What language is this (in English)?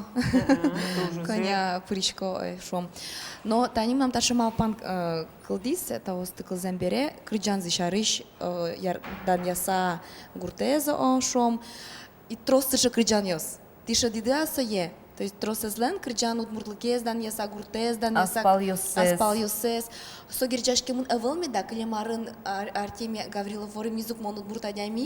Udmurt